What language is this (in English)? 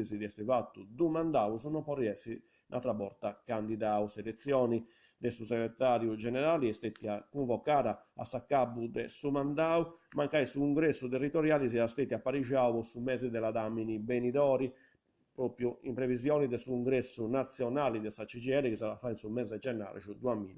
Sardinian